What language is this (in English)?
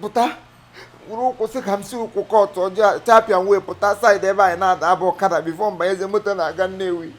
Igbo